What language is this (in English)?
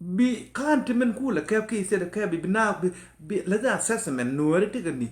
Nuer